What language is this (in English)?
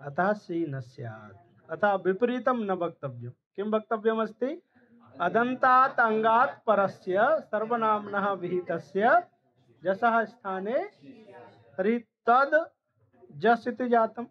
Sanskrit